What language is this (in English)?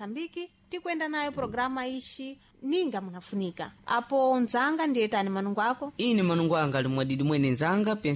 Sena